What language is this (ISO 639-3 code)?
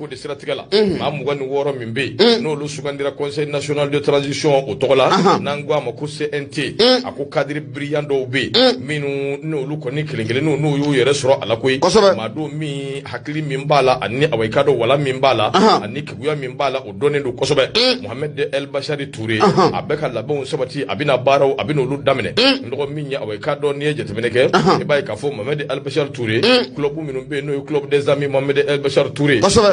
bam